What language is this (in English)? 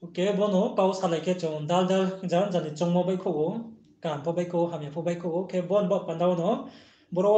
Riang (India)